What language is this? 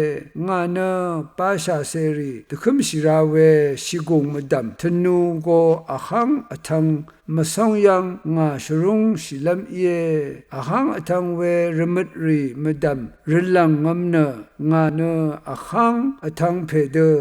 Rawang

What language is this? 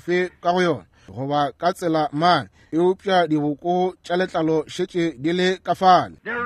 Northern Sotho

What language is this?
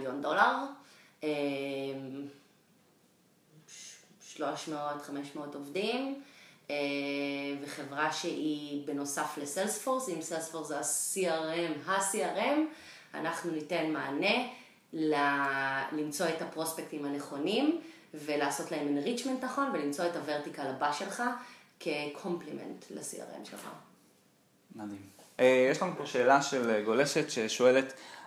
Hebrew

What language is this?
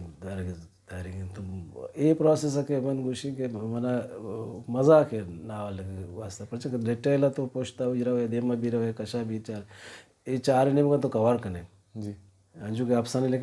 Baluchi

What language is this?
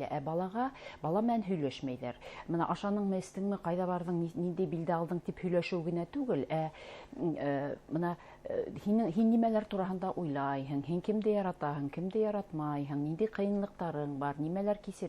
Bashkir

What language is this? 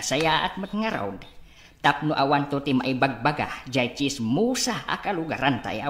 Iloko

